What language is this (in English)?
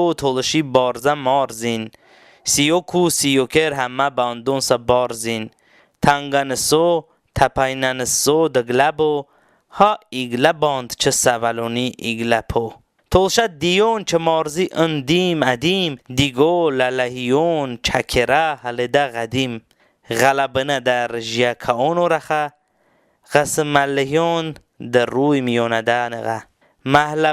Talysh